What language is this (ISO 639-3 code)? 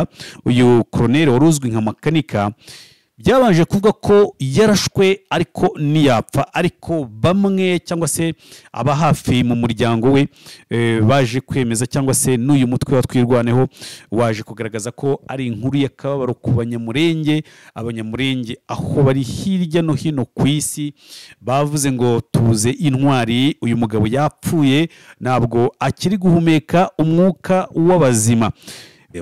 kin